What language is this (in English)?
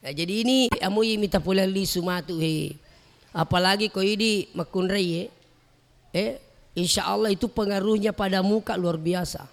Buginese